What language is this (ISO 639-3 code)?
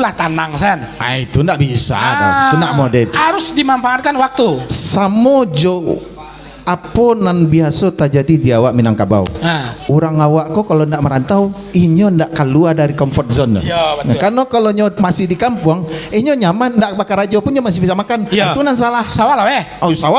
min